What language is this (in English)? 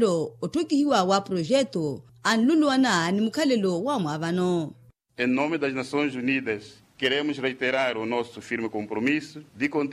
Makhuwa